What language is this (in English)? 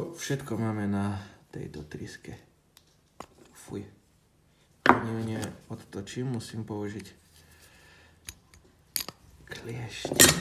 Slovak